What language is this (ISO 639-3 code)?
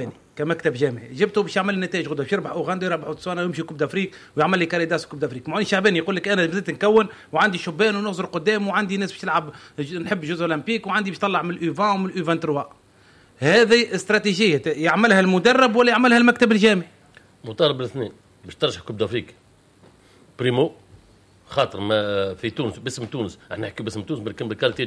aeb